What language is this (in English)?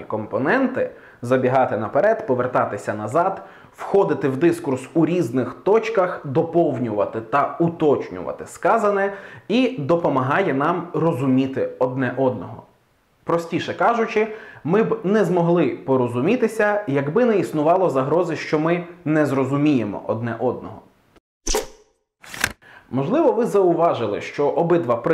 Ukrainian